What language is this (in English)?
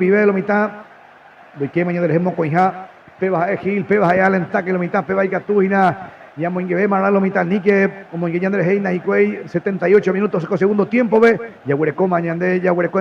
Guarani